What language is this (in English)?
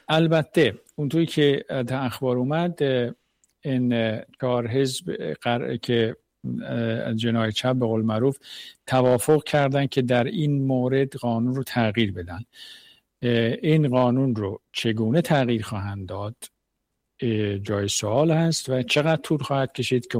Persian